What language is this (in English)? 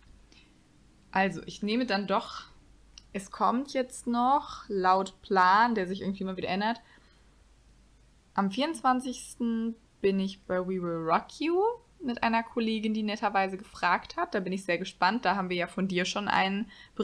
German